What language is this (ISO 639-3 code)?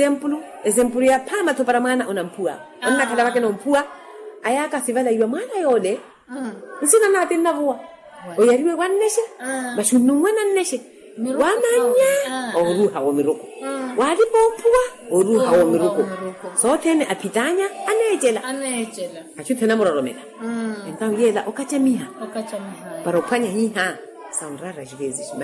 vmw